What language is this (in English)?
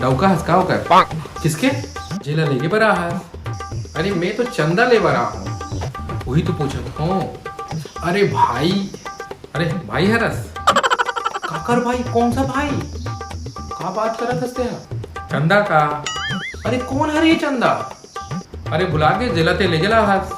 Chhattisgarhi